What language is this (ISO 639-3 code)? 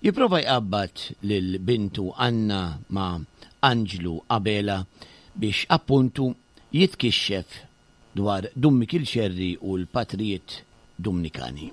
mlt